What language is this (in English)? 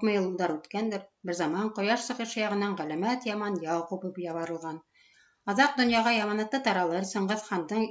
Bashkir